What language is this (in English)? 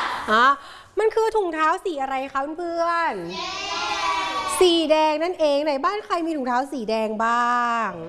Thai